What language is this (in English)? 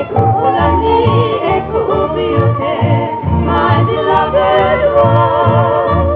Hawaiian